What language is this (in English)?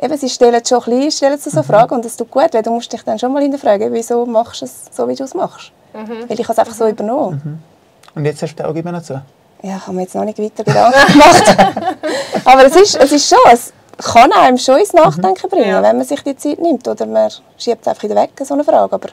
Swiss German